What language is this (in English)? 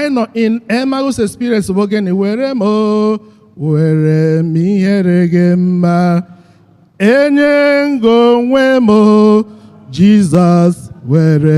Igbo